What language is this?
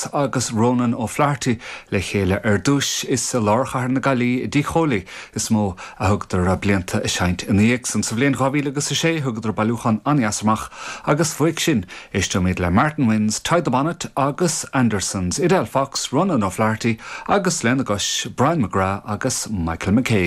Irish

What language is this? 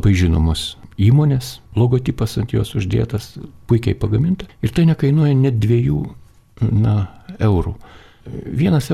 Lithuanian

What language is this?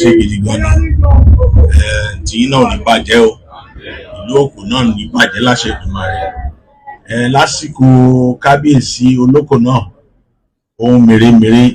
Yoruba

